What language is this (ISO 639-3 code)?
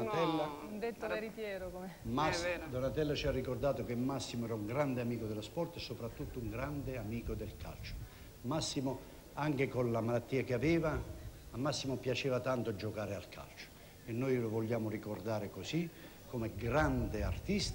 ita